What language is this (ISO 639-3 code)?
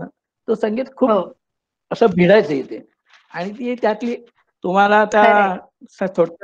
mar